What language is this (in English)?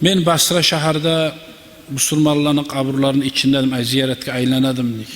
Kumyk